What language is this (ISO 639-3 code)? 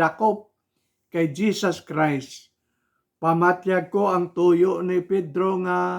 hil